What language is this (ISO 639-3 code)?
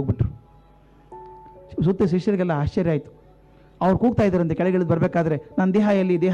kan